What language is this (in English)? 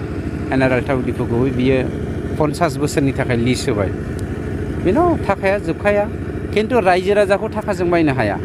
Bodo